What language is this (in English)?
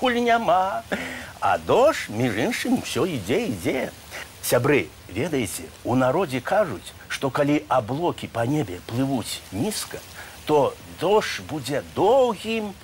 Belarusian